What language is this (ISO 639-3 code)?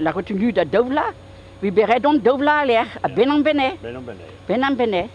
bre